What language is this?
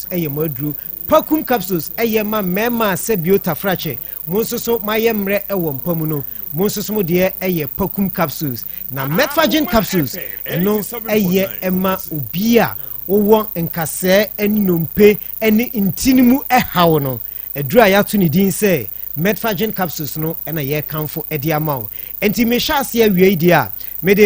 Akan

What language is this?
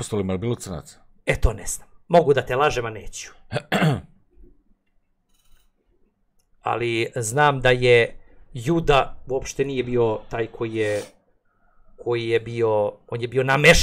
Serbian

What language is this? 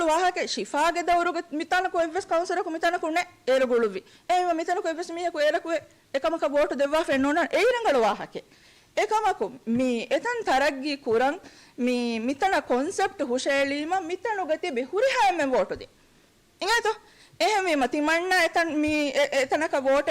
Divehi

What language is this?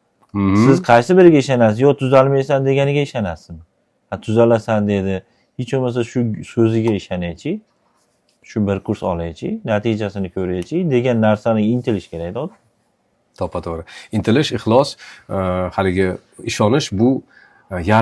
Uzbek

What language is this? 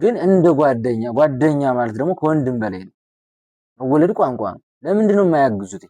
Amharic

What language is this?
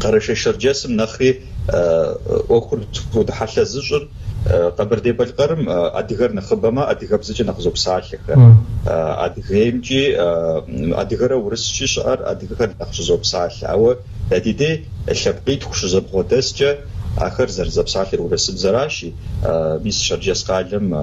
Kabardian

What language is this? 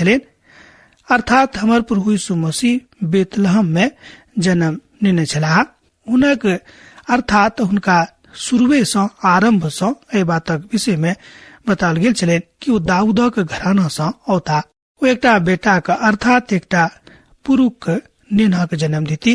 Maithili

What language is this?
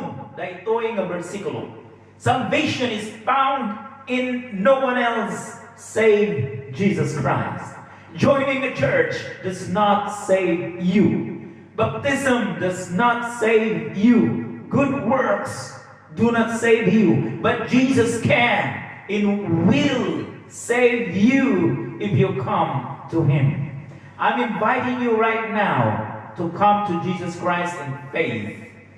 Iloko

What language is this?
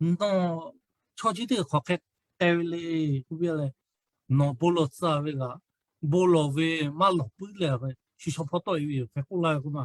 Lahu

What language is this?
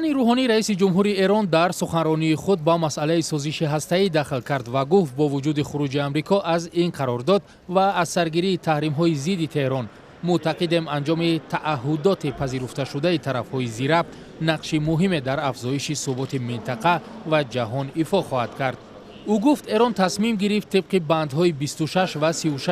Tajik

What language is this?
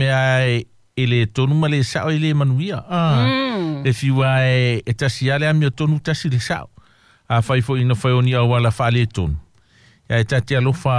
Samoan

